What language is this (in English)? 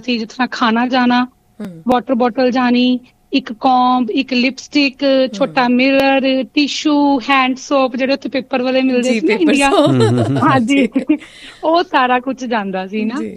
Punjabi